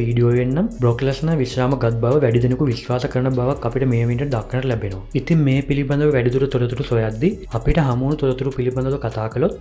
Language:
Sinhala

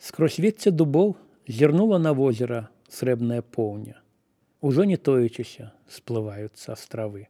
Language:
Belarusian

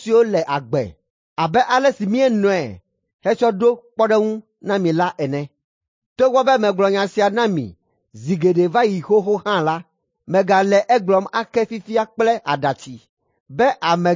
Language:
Ewe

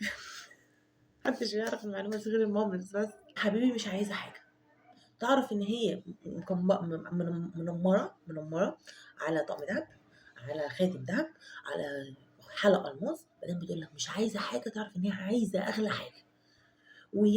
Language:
Egyptian Arabic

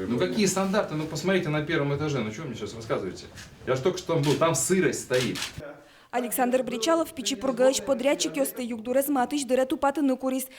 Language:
Udmurt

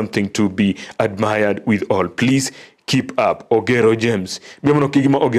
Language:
Gusii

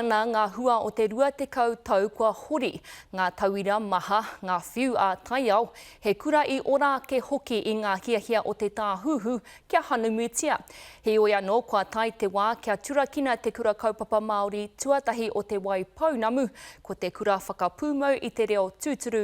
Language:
Māori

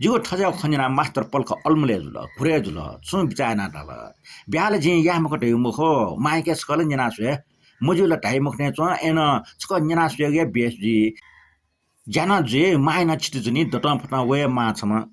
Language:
Newari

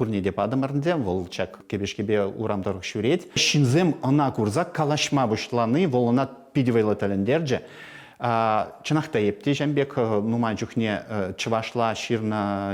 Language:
Chuvash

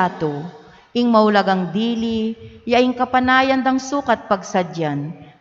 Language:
Pampanga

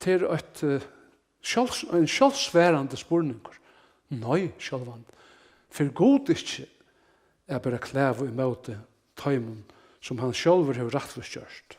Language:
Faroese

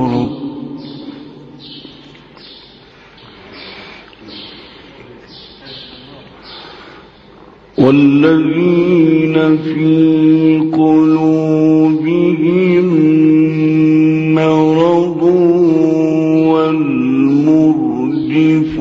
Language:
Persian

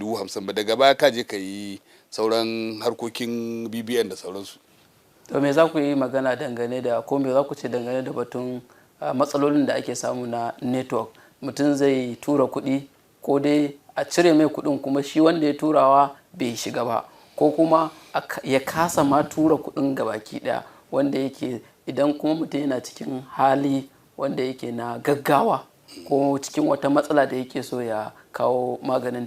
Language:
Hausa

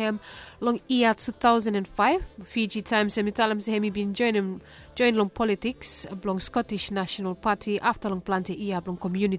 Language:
Bislama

